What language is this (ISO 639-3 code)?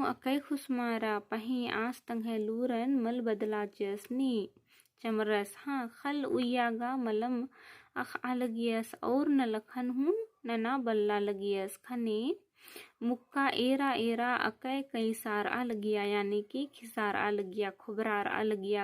kru